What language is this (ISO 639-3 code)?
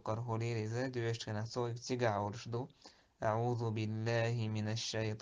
che